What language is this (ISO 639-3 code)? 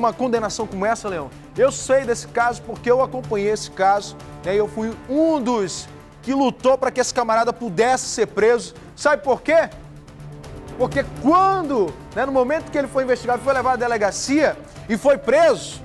por